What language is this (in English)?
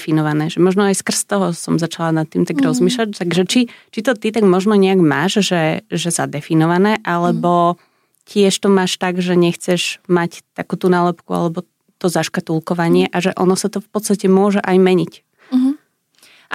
Slovak